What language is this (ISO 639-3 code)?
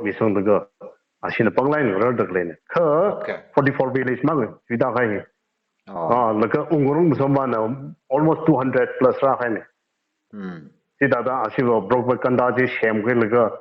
nmf